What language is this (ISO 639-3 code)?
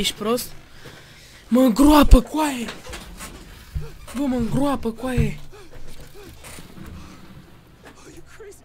ron